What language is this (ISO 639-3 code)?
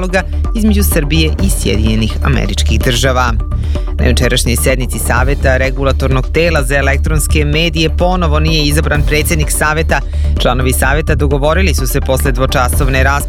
srp